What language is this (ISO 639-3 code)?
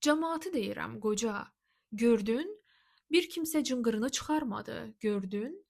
aze